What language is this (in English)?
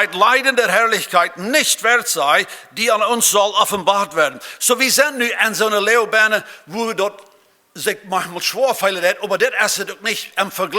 Plautdietsch